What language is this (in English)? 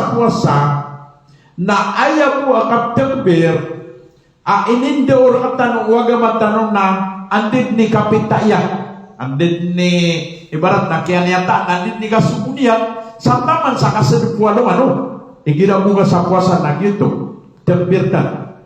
Maranao